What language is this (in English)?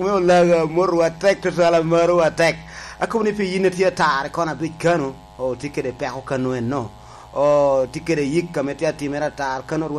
Lango (Uganda)